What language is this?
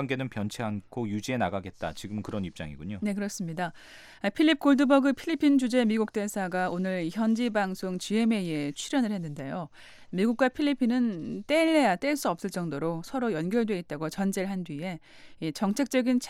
Korean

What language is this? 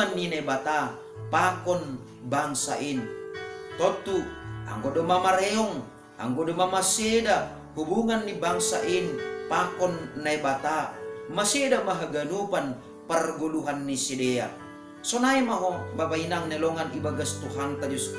Batak Simalungun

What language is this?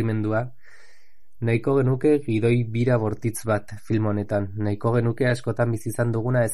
Basque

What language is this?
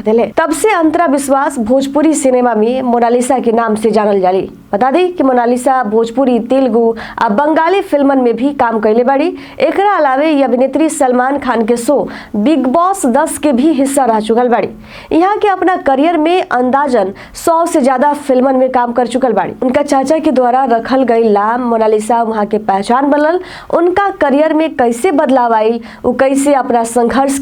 Bhojpuri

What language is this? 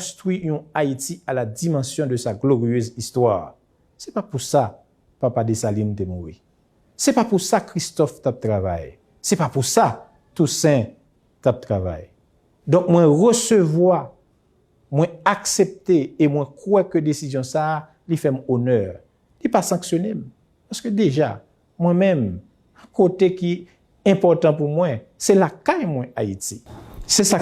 Haitian Creole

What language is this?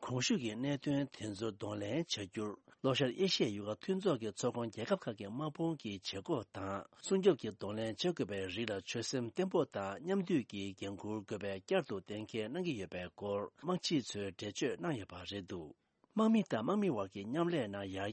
Tibetan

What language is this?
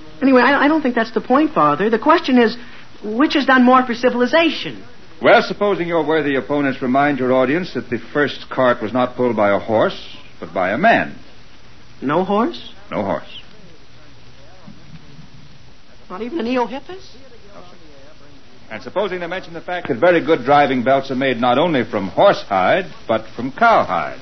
English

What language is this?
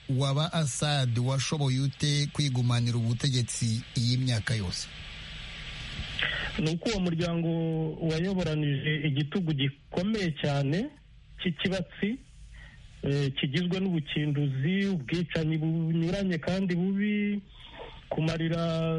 Kinyarwanda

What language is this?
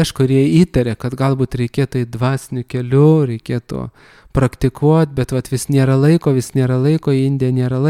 Lithuanian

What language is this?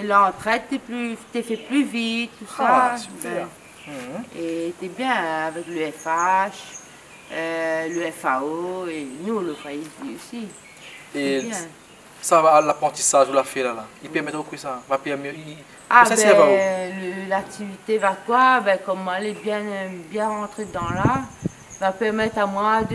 Réunion Creole French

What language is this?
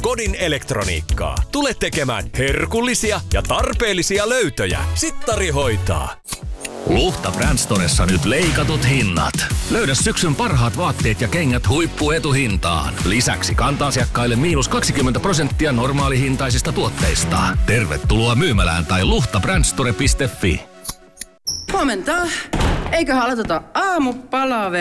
Finnish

